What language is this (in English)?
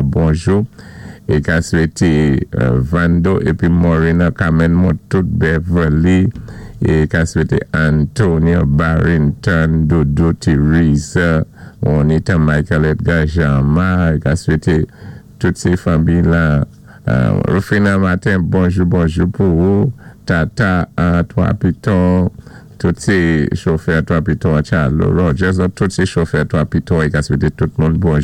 Saint Lucian Creole French